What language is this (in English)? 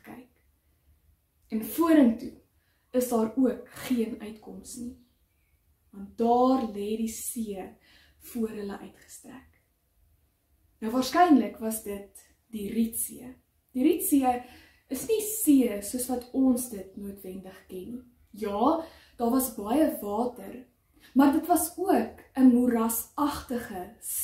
Afrikaans